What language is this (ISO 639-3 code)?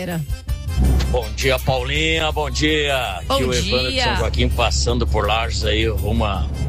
por